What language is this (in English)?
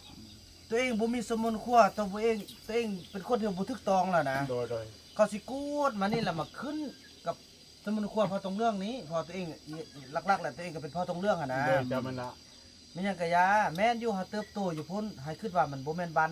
Northeastern Thai